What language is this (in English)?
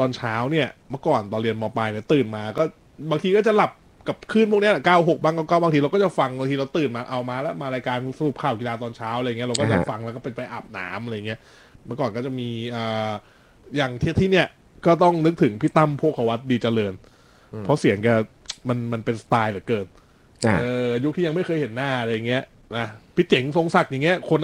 Thai